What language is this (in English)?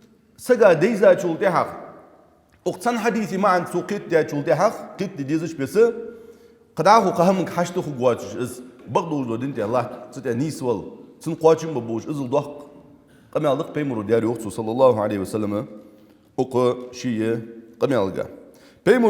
Ingush